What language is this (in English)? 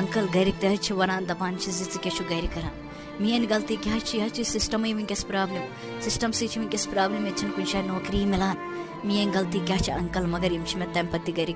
Kashmiri